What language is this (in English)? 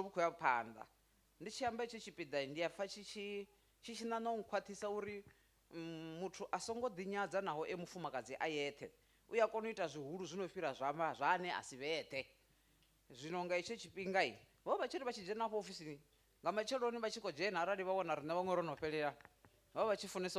Venda